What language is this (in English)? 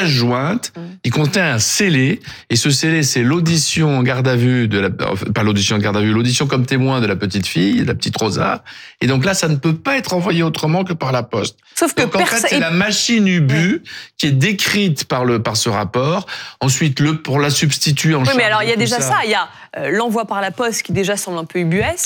French